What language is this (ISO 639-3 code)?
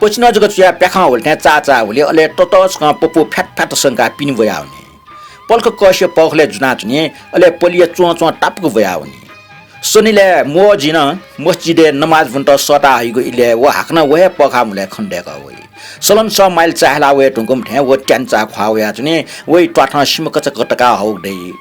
new